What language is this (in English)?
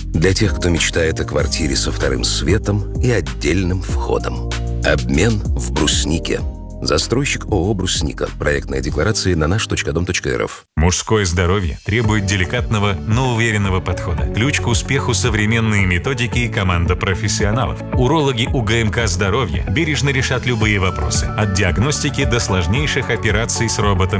Russian